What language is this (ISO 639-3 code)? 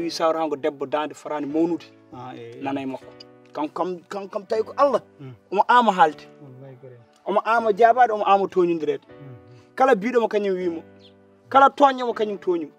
ful